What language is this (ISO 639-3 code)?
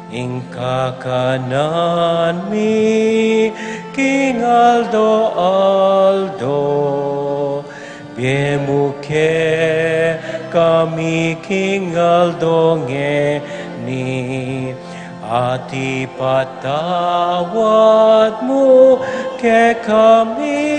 pam